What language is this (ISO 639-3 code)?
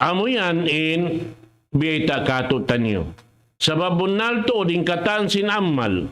tsg